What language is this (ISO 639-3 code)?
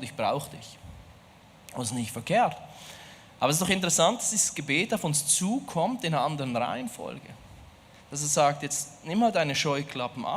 gsw